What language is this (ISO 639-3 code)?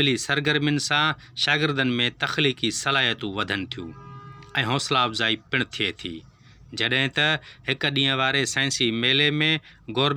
snd